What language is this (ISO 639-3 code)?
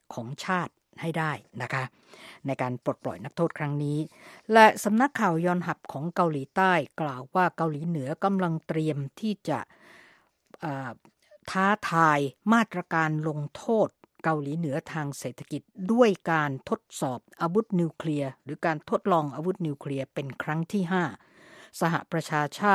tha